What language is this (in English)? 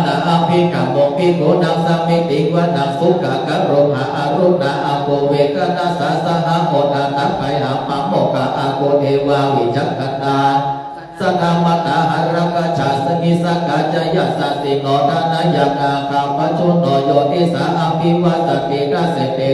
Pali